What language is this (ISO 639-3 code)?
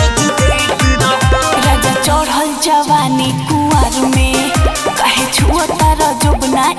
bho